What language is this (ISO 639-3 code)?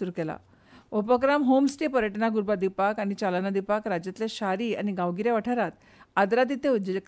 kok